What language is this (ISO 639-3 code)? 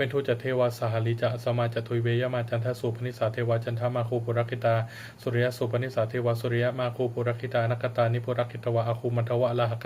pli